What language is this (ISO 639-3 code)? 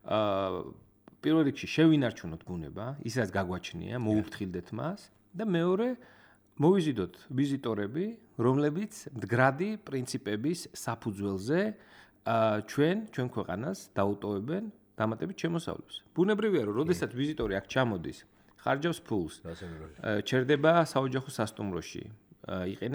kat